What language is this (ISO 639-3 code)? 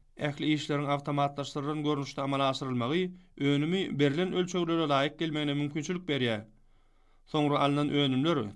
tuk